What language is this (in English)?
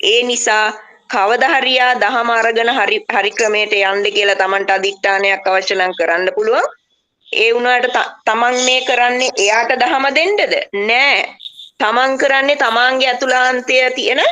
Sinhala